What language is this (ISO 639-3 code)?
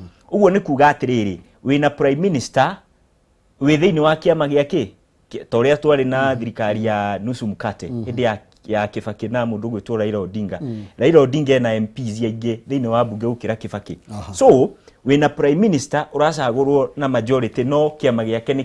kik